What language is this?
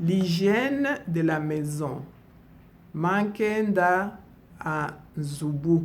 Luba-Lulua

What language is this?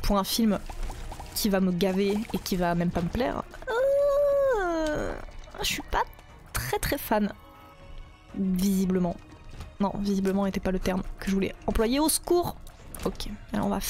French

